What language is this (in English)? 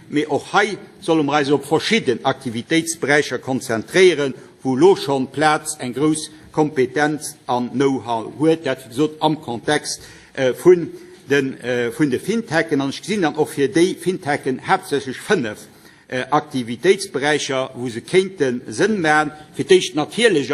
Luxembourgish